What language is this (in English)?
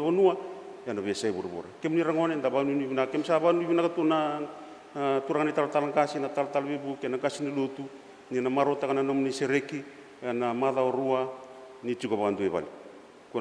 Fijian